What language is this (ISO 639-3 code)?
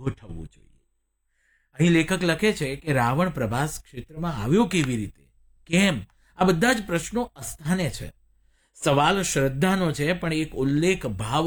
guj